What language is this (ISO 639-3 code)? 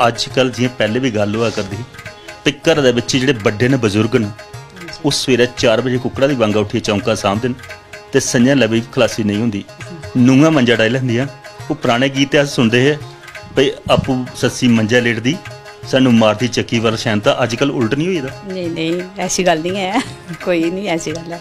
doi